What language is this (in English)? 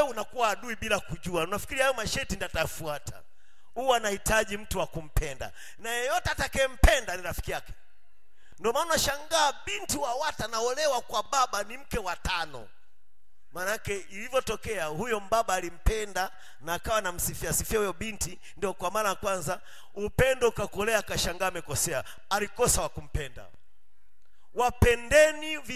Swahili